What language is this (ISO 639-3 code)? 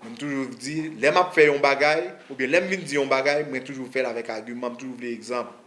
hat